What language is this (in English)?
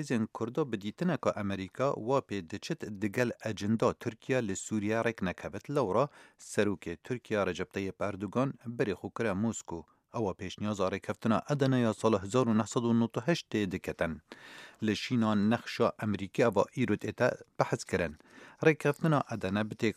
Kurdish